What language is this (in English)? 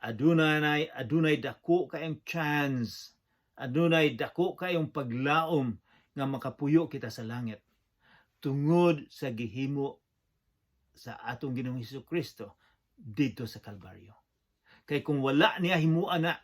Cebuano